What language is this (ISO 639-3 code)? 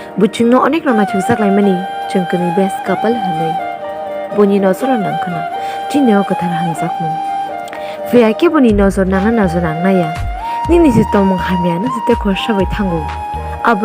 trp